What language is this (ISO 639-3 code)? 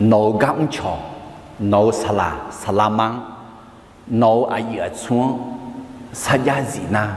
ahk